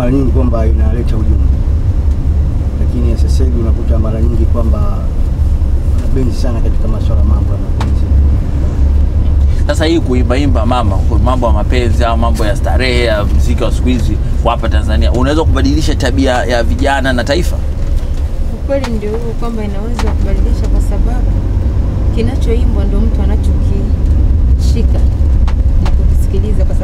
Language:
Swahili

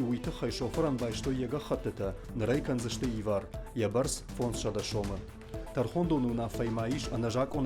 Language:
Ossetic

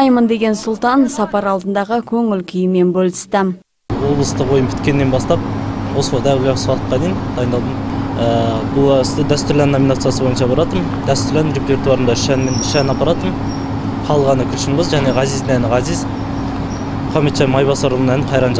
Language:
Kazakh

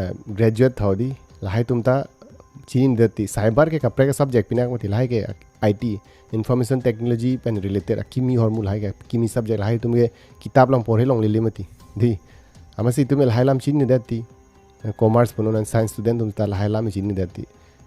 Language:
Karbi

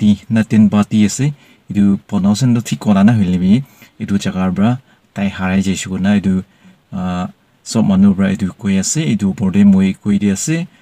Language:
Naga Pidgin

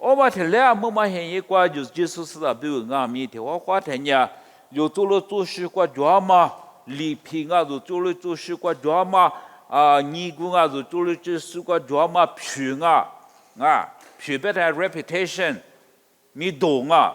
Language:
Lisu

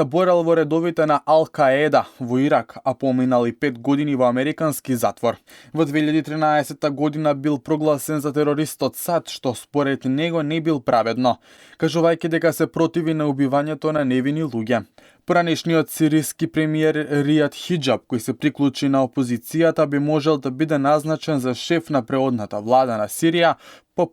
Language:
Macedonian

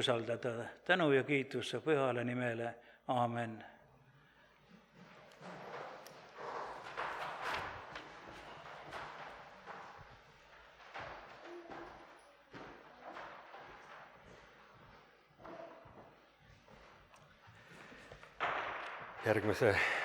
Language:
Estonian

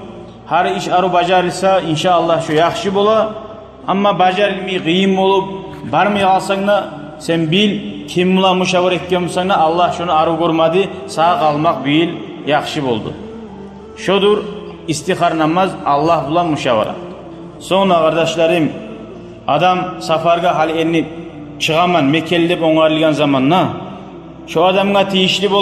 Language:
Kumyk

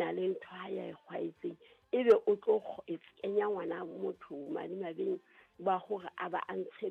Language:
Southern Sotho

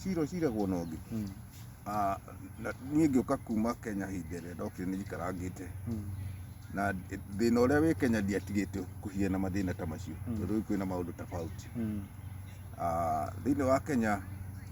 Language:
Kikuyu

